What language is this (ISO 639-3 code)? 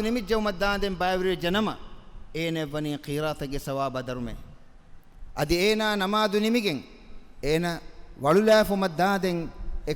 div